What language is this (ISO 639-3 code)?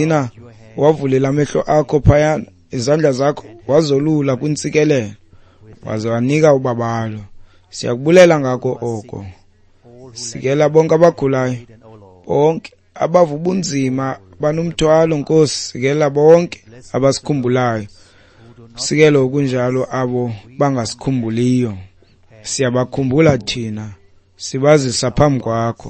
xho